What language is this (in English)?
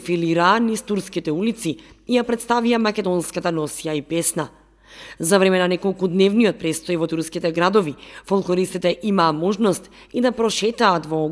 Macedonian